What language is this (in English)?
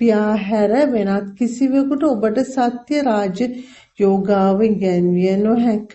Sinhala